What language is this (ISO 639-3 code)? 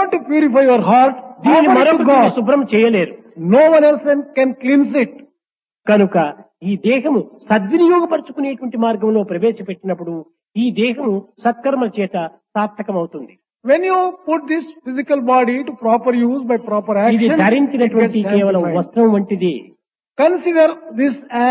tel